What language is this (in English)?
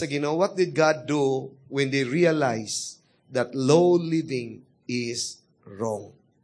Cebuano